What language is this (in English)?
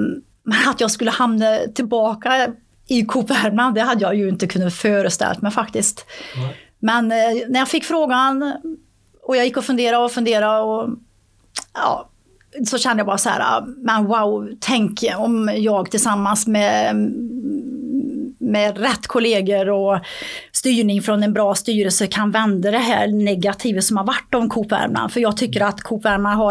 Swedish